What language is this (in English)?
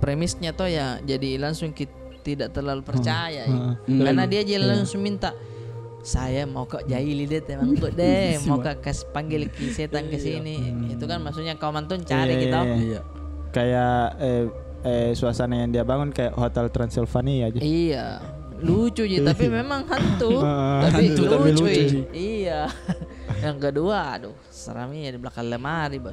Makassar Malay